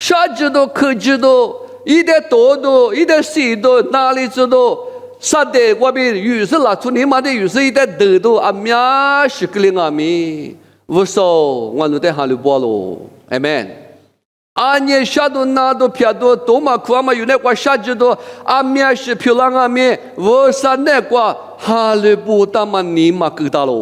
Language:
Lisu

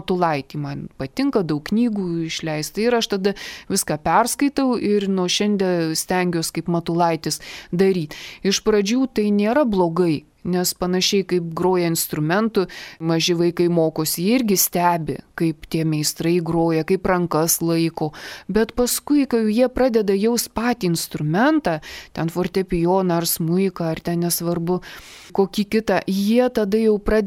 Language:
Lithuanian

